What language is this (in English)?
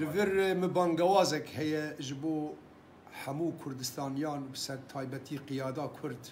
Kurdish